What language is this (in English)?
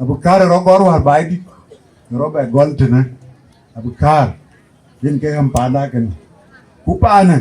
Dinka